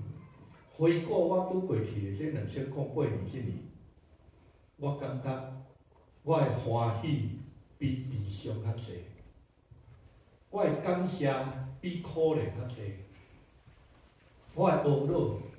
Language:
Min Nan Chinese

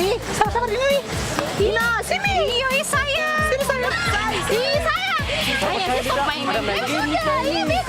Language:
Ambonese Malay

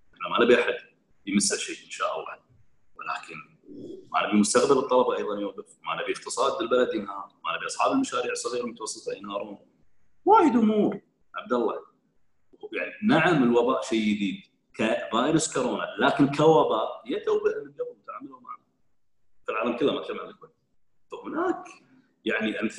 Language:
Gulf Arabic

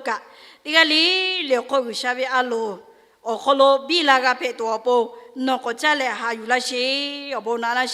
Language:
Lahu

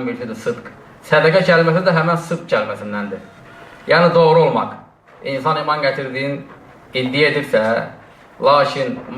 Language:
Azerbaijani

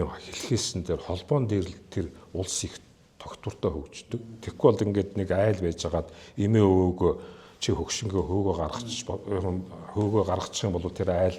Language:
Mongolian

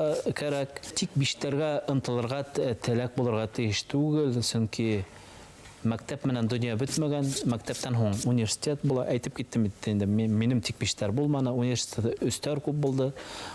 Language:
Bashkir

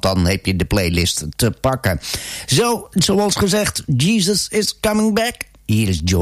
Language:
Dutch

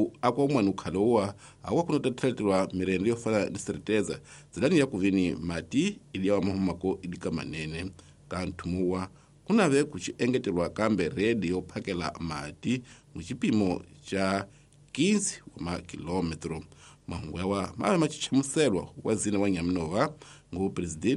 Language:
Tsonga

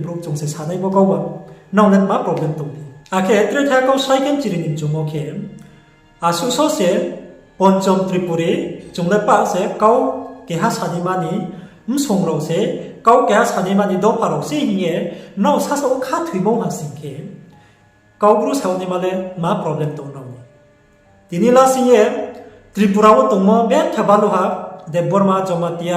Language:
Riang (India)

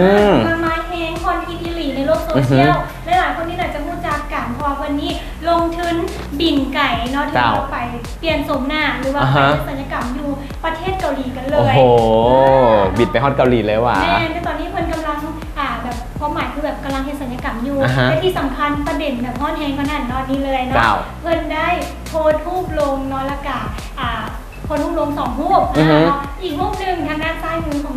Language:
Lao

